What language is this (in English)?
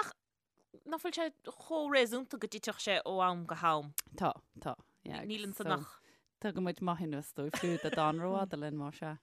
Irish